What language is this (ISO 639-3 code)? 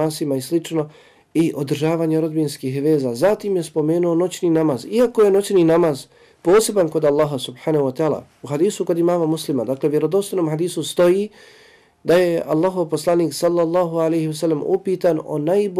bos